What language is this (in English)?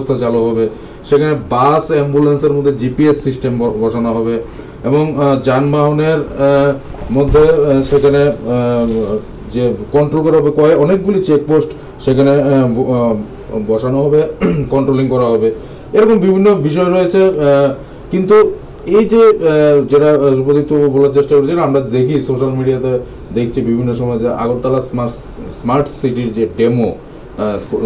Bangla